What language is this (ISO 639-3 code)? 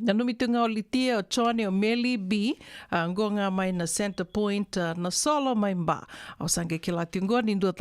fij